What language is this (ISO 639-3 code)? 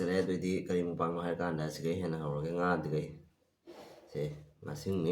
mni